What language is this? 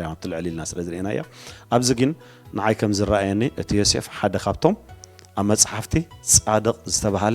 Tigrinya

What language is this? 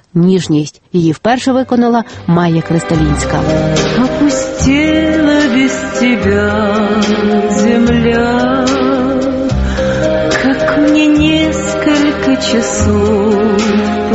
Ukrainian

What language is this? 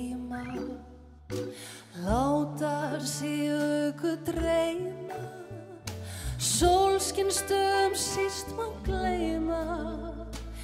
Icelandic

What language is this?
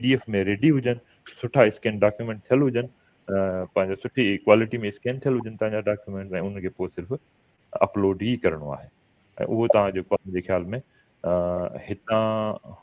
Sindhi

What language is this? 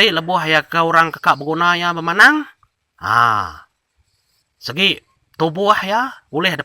Iban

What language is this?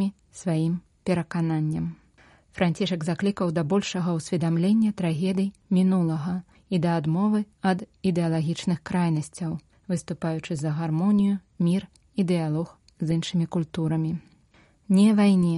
Belarusian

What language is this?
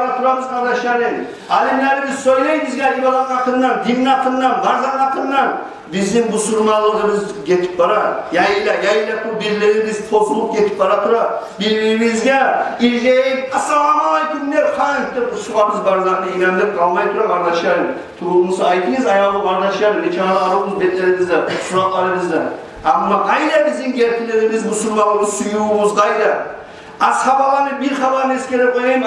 Kumyk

